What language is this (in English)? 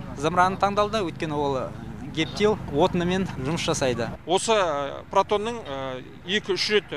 Kazakh